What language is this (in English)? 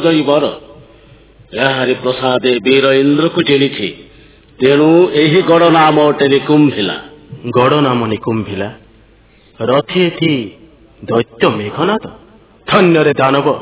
Odia